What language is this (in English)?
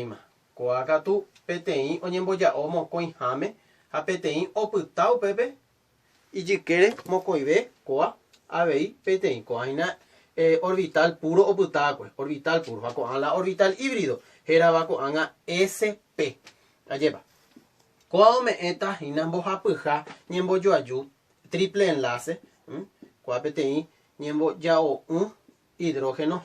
Guarani